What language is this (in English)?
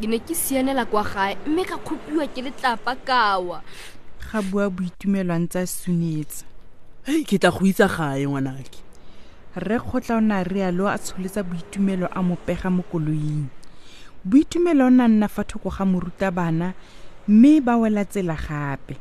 Tswana